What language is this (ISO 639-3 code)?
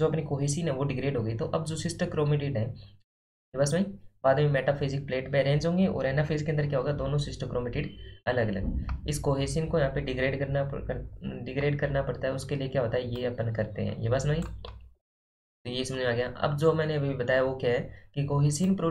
hin